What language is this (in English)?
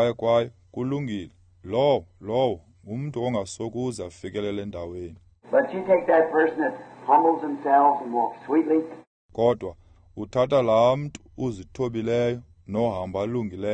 Xhosa